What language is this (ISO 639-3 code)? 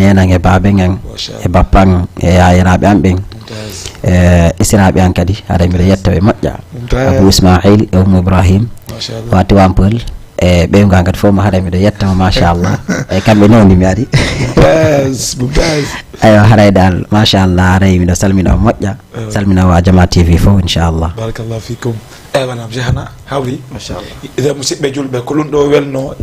ful